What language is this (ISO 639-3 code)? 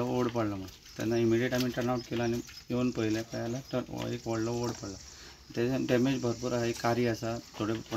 kok